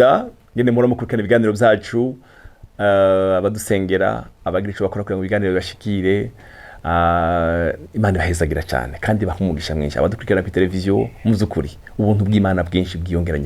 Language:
Rundi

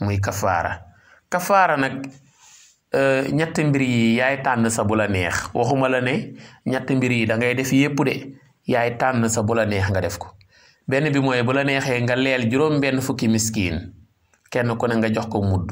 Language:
Wolof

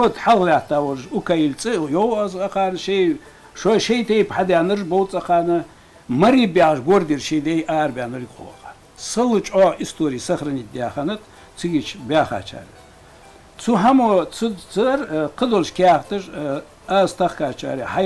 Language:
Ingush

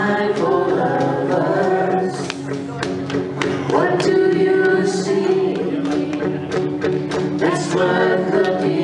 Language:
English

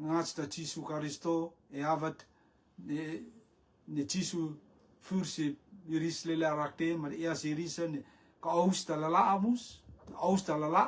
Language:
Rotuman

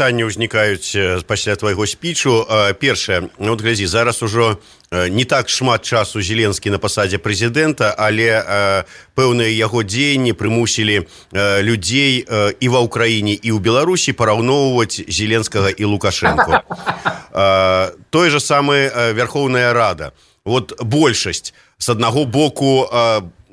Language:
Belarusian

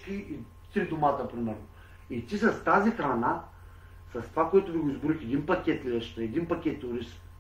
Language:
Bulgarian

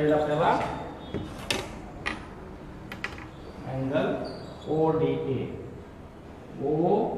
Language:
Marathi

